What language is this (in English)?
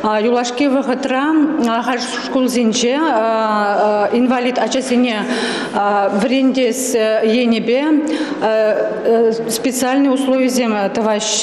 Chuvash